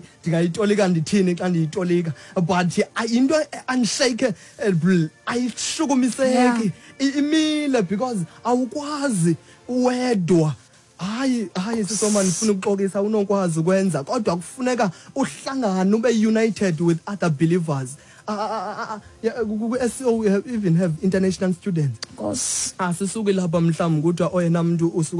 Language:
Xhosa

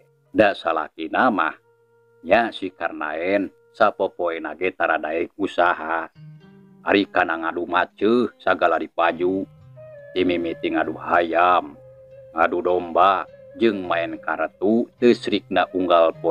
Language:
Sundanese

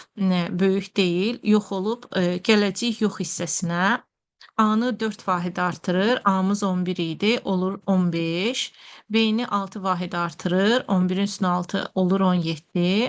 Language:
Azerbaijani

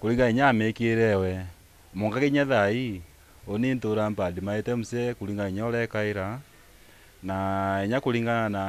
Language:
Meru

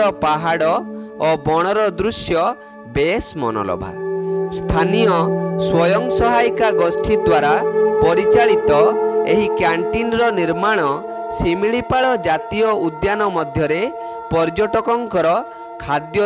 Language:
Odia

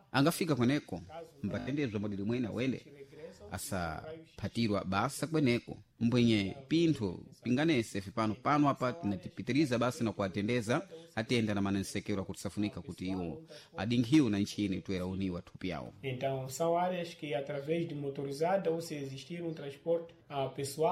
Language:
Sena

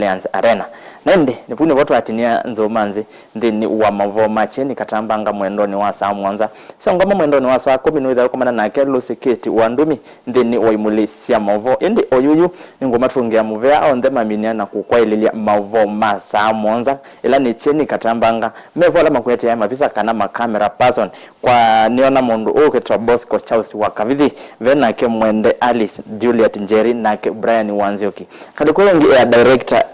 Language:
Kamba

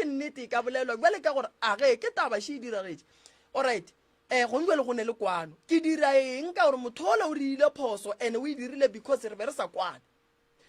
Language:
Northern Sotho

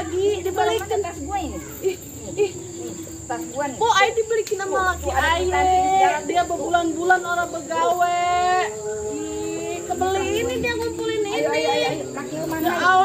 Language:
Betawi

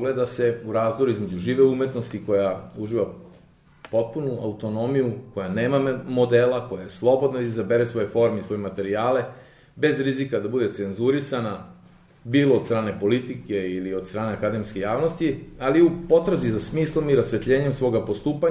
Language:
Serbian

